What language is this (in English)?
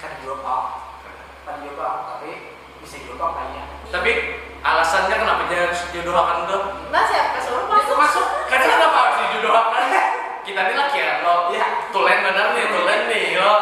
Banjar